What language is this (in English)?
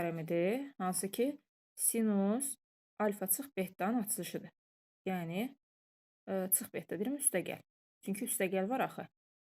Azerbaijani